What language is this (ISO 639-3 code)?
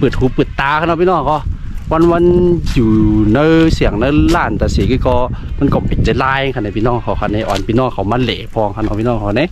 shn